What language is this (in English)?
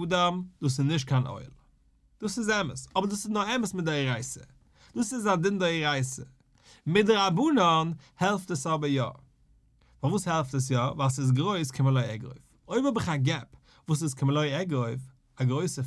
Yiddish